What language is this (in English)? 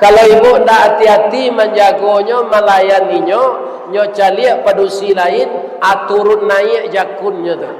Minangkabau